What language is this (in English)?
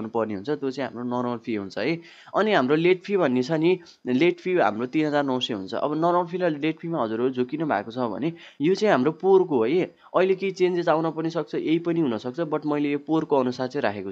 Nepali